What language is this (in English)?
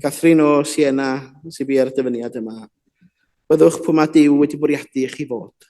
Welsh